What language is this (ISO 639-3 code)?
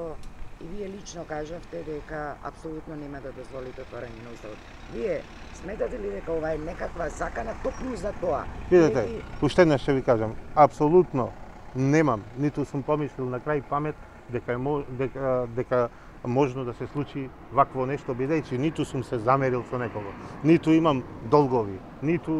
mkd